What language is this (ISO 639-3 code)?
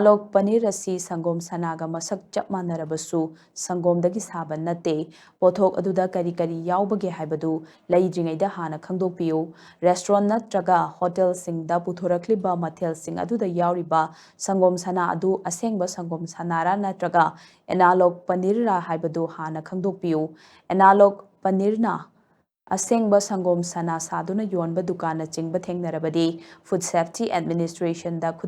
mni